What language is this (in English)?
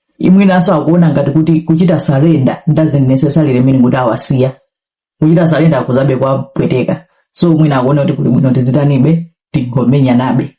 Nyanja